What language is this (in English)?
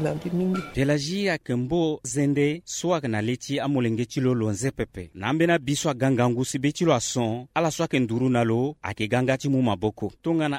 Sango